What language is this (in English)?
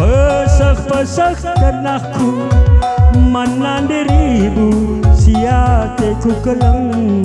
Batak Karo